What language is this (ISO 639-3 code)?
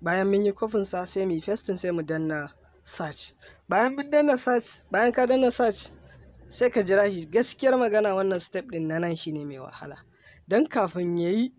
hau